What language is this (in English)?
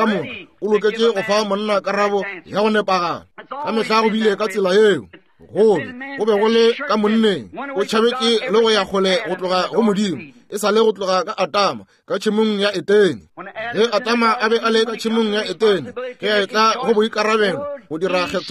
Northern Sotho